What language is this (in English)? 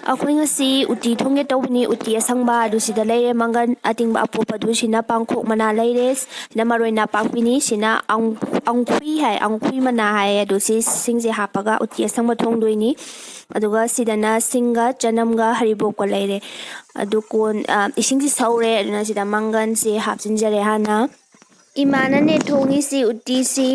Manipuri